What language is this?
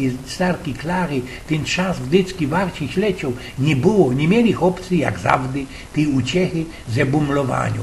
Silesian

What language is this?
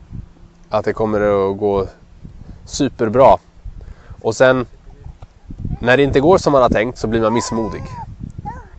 Swedish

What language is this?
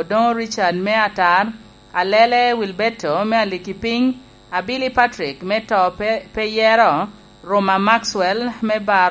Lango (Uganda)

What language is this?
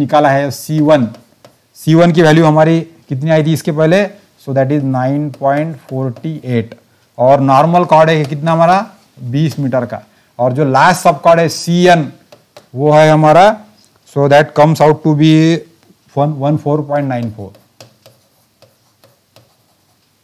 Hindi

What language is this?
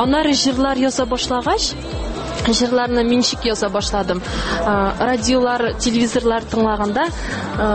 Tatar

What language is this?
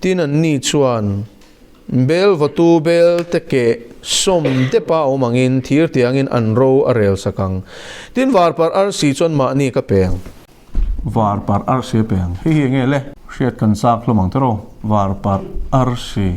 Mizo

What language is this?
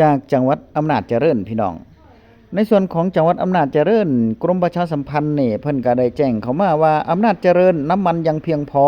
Northeastern Thai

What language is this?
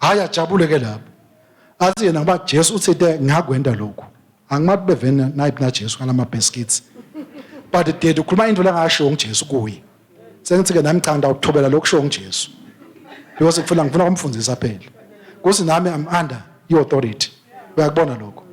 Swati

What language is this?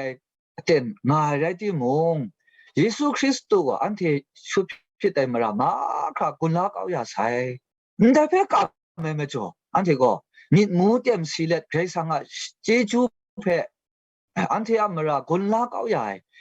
Kachin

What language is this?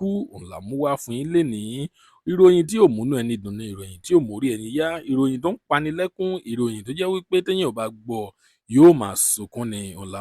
Yoruba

